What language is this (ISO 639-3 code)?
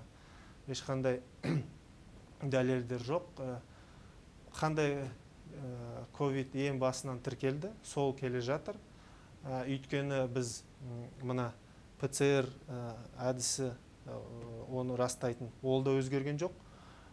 kaz